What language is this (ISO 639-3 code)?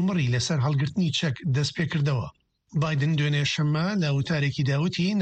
ckb